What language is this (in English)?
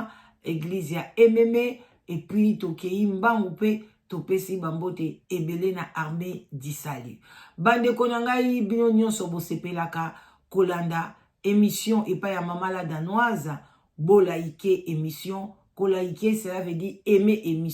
Lingala